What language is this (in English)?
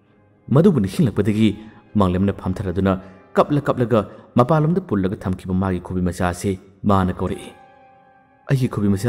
Manipuri